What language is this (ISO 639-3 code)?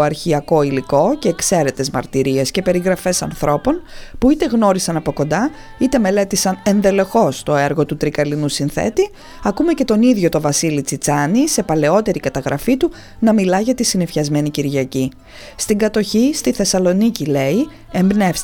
ell